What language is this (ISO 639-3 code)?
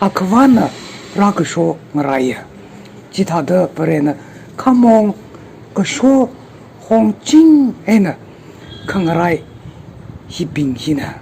nmf